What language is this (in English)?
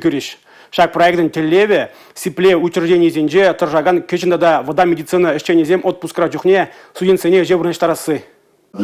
Chuvash